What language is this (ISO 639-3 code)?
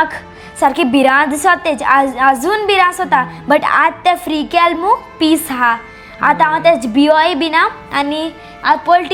kok